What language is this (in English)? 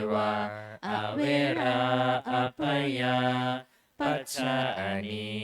Pali